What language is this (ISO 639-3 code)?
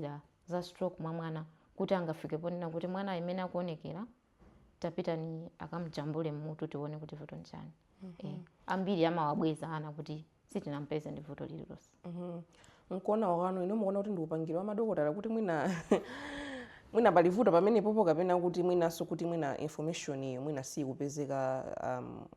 nya